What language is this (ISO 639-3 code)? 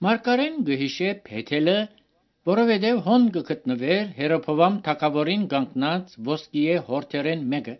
hye